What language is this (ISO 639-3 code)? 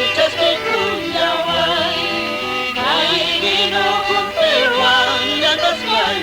que